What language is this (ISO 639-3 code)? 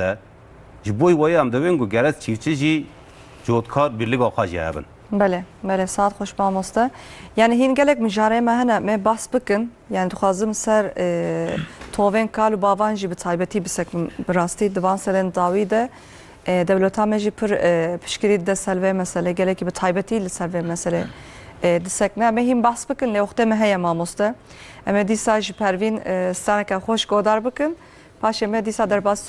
kur